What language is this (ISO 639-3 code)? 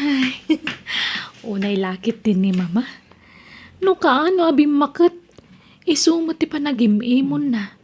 ilo